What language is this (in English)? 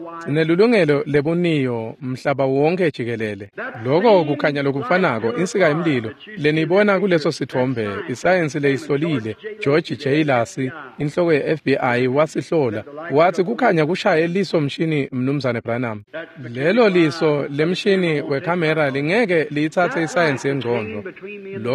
Swati